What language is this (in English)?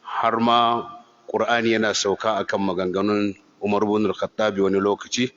Hausa